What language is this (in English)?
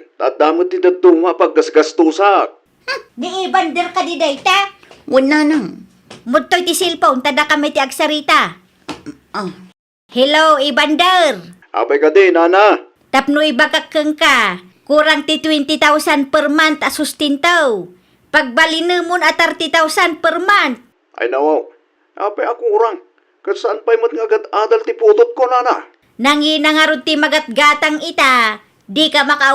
Iloko